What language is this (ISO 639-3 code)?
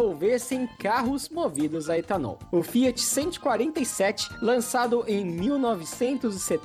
por